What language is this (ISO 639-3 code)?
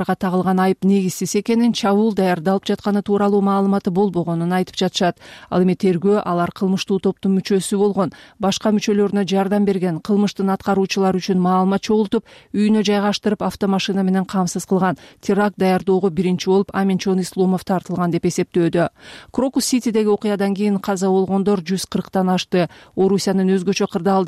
kir